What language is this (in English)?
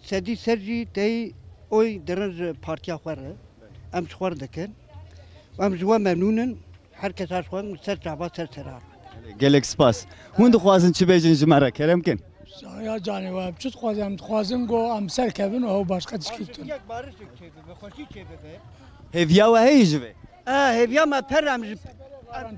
Kurdish